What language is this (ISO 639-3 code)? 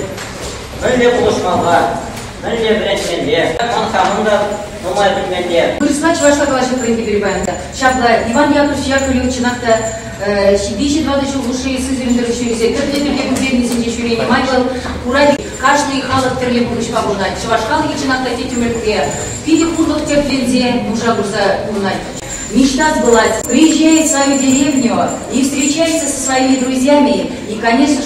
chv